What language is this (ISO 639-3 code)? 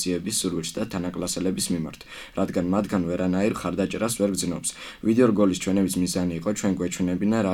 kat